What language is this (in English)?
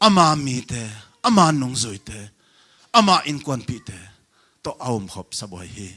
Tedim Chin